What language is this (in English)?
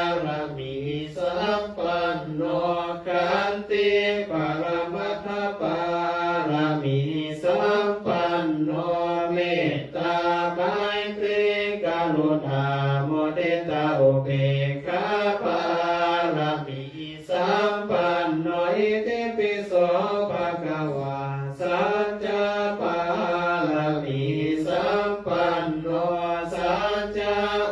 Pali